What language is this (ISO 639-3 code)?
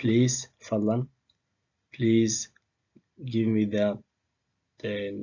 som